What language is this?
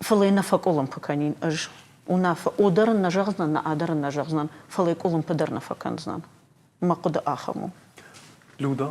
Ossetic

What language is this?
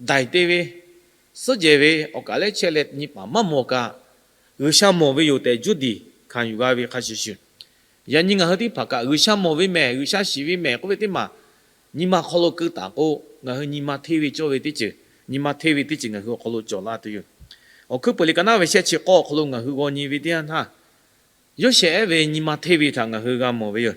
Lahu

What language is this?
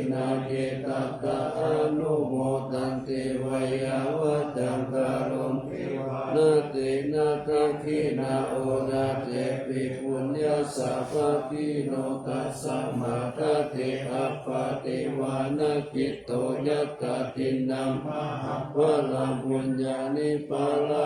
Pali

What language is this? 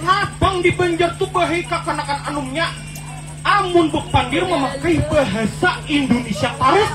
Banjar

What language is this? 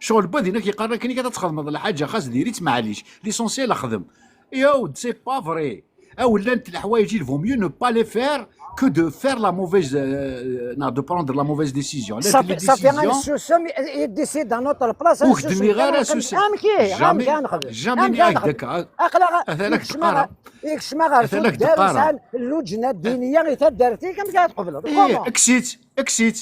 Kabyle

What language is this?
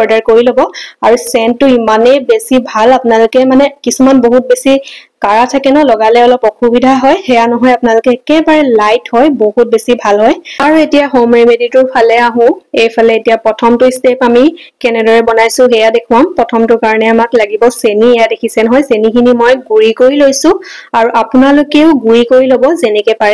Assamese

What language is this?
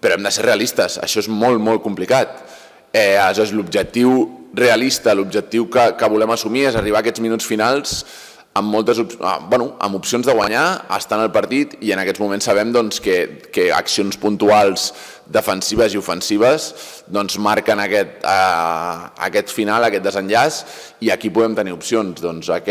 Catalan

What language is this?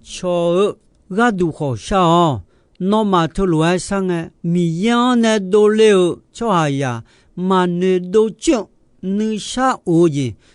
Akha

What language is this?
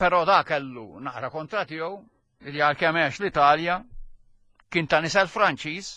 Maltese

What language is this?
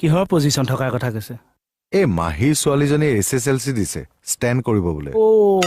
Assamese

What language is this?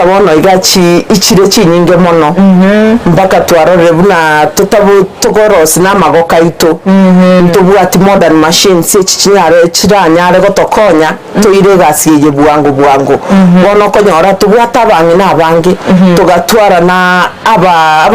Gusii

